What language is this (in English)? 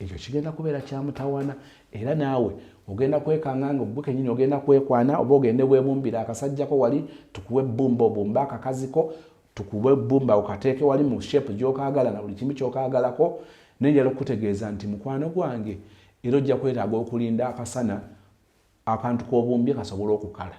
Ganda